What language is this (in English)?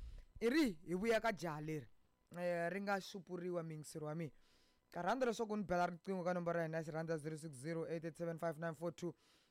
Tsonga